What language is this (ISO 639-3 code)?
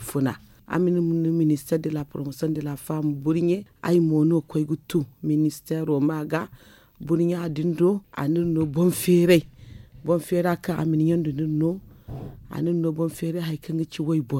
dje